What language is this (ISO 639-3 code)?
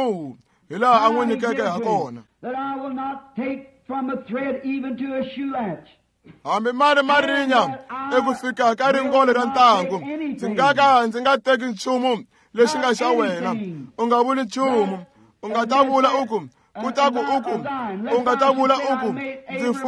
tso